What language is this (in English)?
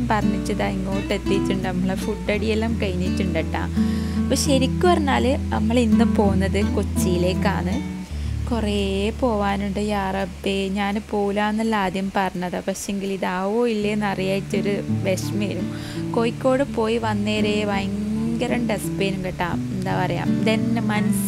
Malayalam